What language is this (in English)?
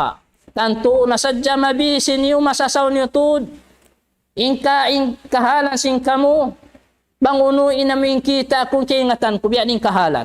Tausug